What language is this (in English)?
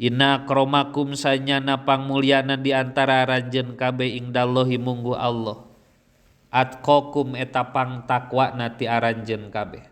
Sundanese